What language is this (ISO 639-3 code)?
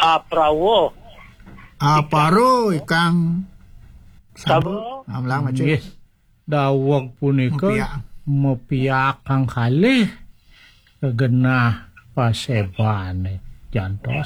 ban